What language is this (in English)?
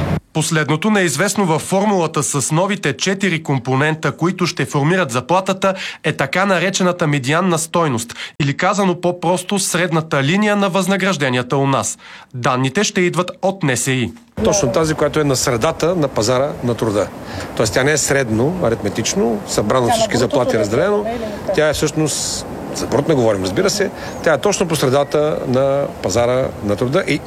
Bulgarian